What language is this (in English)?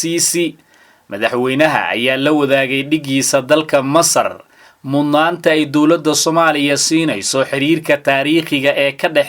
Somali